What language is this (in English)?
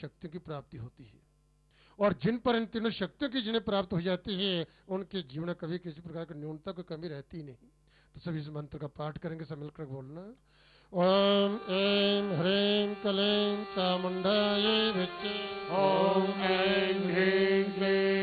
Hindi